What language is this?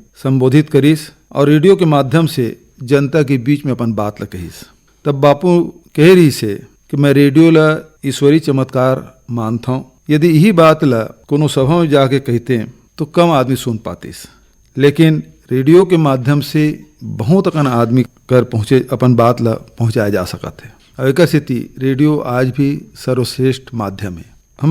Chhattisgarhi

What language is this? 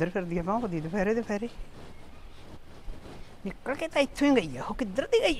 Punjabi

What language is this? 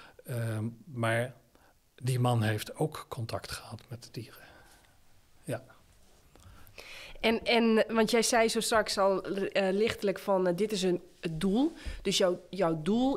Dutch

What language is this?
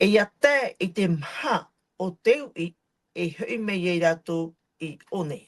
Tahitian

